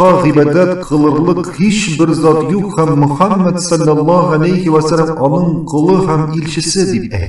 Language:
Tatar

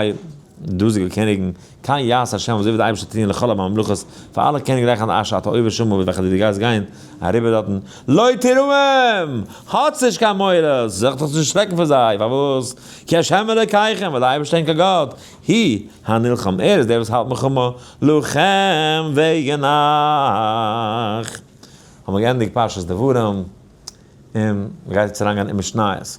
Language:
Yiddish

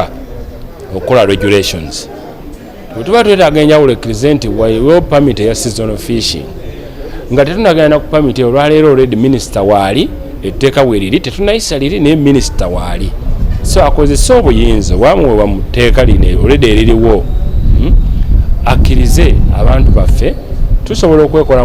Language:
Ganda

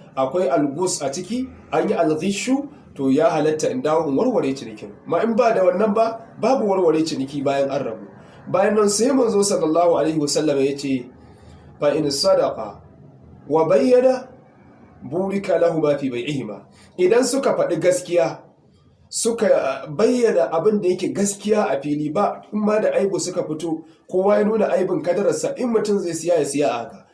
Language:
Hausa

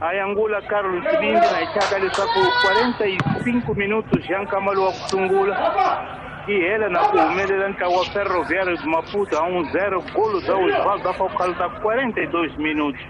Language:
Tsonga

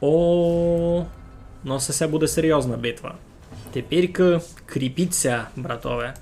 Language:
Rusyn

